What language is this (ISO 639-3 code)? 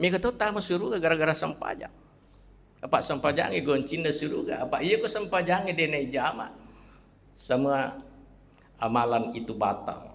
bug